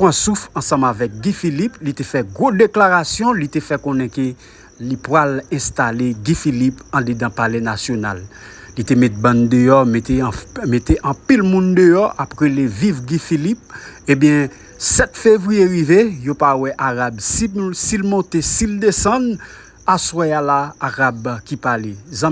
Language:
Haitian Creole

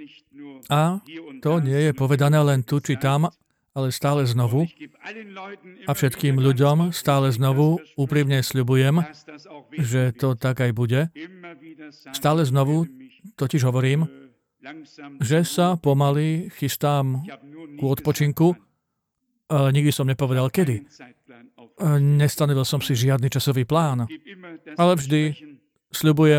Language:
Slovak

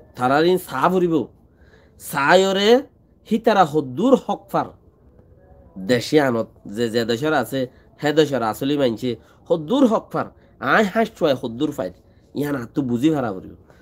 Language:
Rohingya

